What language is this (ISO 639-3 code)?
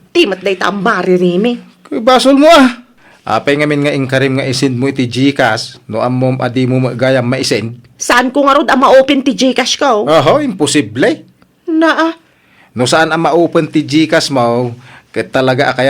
ilo